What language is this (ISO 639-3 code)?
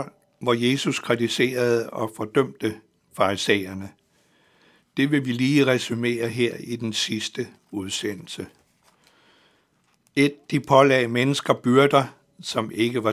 dan